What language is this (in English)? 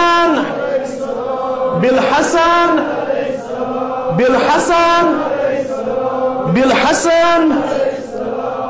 Kashmiri